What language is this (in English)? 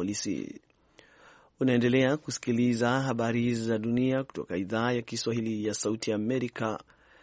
Swahili